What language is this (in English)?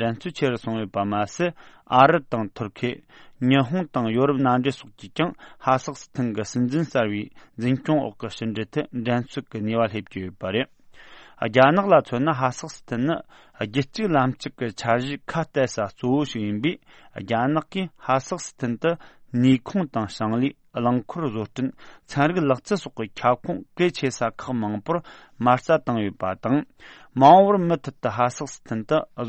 Tibetan